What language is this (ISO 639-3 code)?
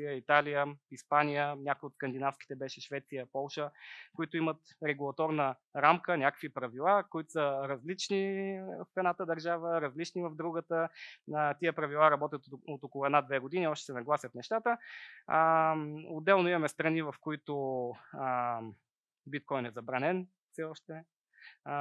bul